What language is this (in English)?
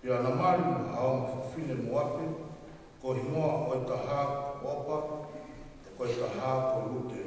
Tongan